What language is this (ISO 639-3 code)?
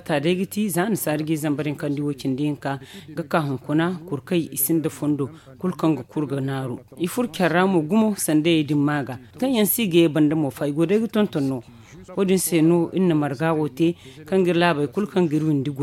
dje